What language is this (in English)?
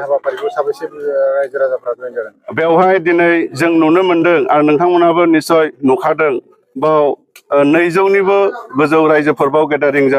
Bodo